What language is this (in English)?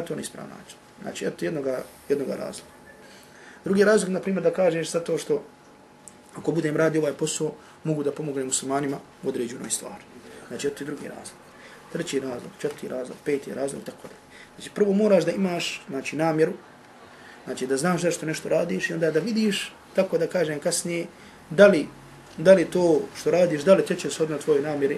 Bosnian